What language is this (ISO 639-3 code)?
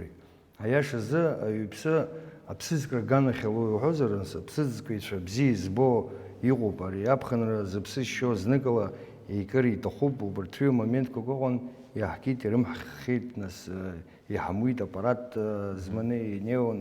abk